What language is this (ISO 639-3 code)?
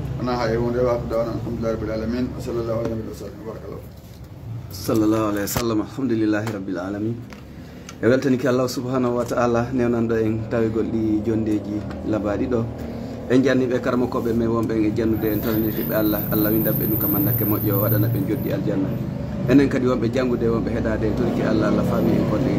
ful